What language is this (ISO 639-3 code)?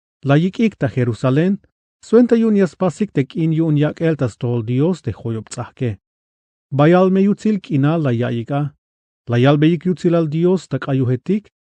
tzh